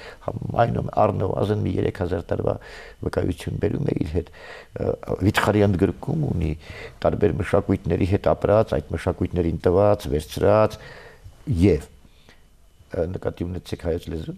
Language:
Armenian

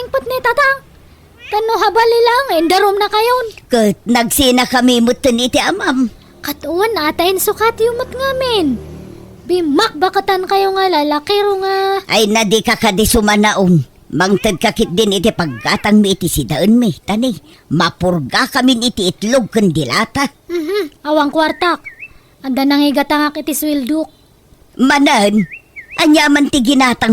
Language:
Iloko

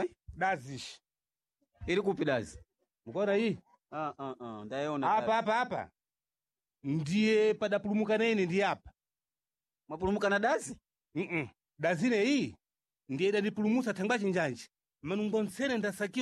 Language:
Sena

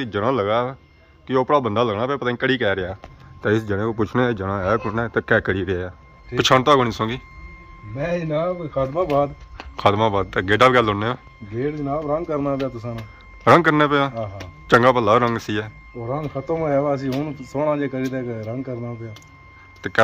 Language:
Pahari-Potwari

